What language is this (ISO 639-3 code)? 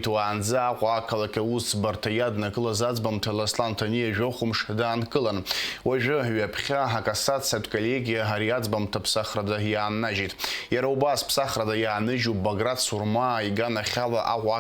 abk